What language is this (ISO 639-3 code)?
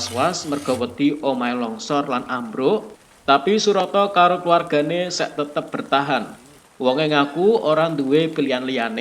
jav